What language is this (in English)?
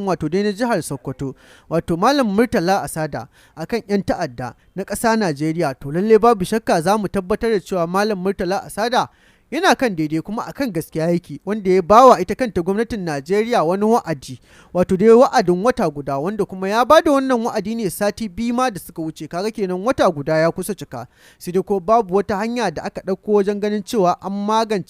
Hausa